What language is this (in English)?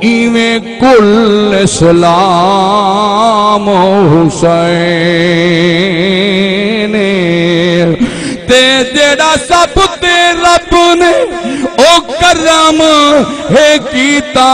Saraiki